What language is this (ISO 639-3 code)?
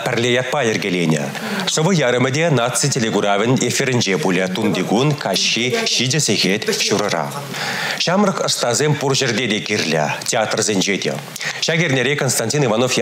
chv